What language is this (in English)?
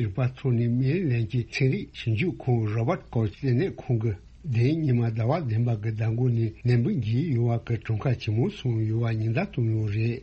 Tibetan